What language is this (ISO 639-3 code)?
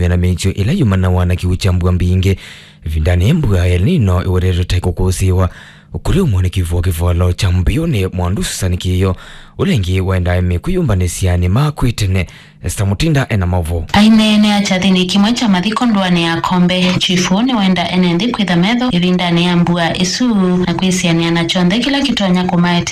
kam